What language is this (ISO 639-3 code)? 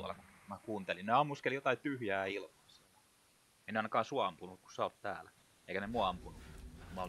fin